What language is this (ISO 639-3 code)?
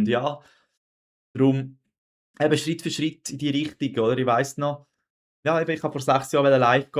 gsw